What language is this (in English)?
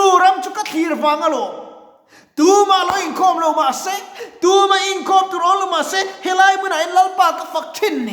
Mizo